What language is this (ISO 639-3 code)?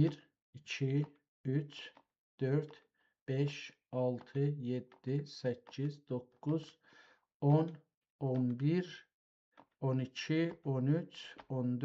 azb